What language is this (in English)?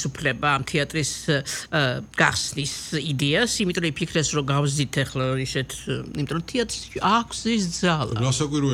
Georgian